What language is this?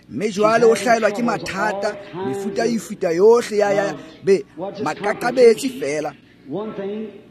Tswana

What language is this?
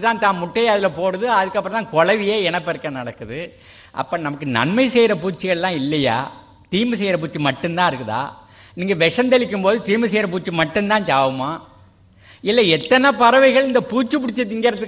Tamil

